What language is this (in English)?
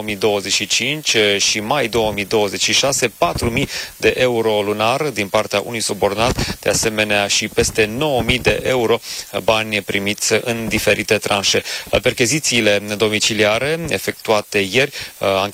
Romanian